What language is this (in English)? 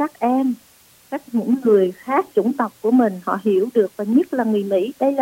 Vietnamese